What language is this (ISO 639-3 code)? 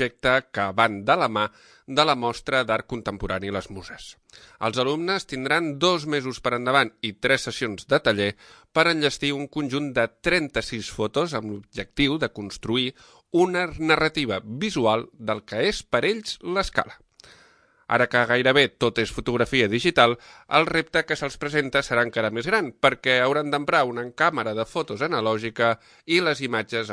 cat